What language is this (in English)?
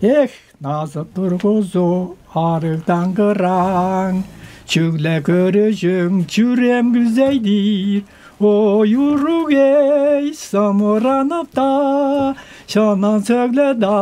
Tuvinian